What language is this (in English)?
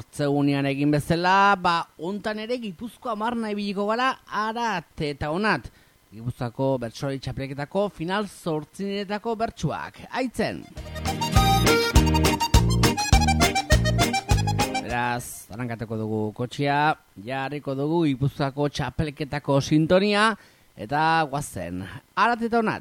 Basque